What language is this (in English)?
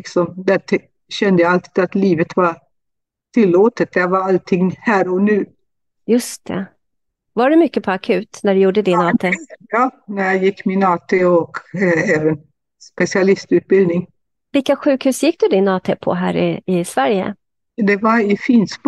Swedish